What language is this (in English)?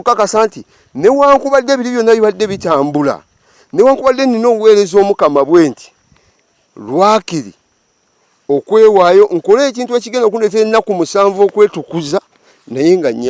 Ganda